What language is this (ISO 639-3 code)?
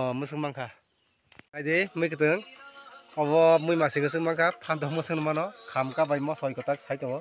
trp